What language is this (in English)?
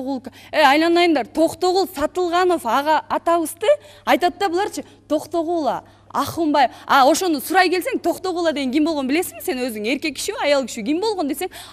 Kyrgyz